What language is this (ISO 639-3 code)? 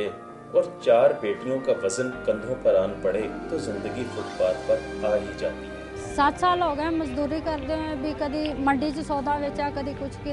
hin